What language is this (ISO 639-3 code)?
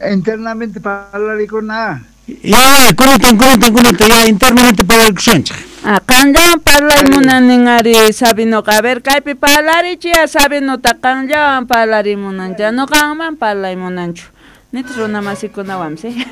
quh